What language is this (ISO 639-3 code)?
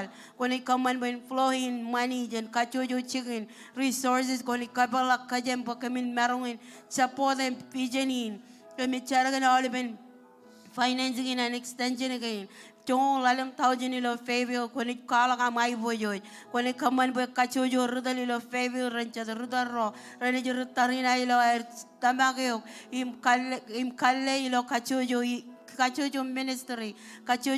mah